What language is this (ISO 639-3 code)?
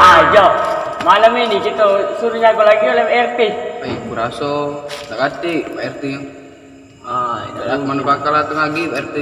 mui